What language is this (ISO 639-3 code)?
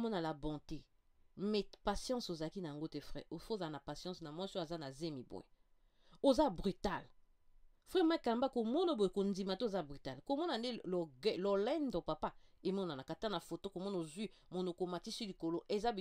lin